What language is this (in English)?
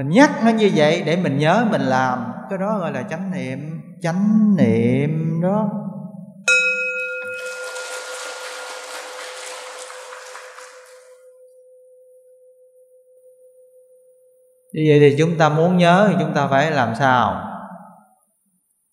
Vietnamese